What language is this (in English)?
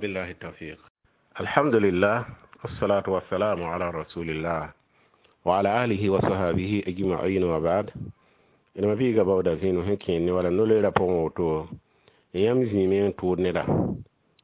Mossi